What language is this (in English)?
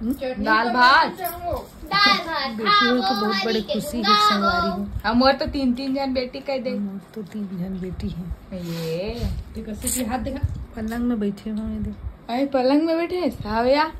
Chhattisgarhi